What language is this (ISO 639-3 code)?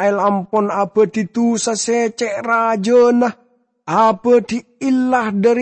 mad